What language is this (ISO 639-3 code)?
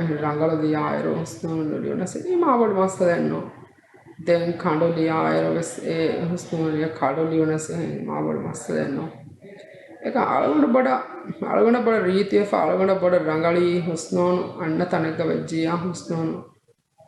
div